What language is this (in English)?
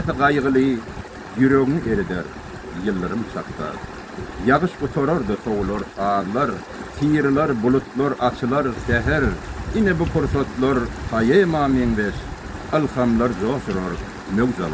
Turkmen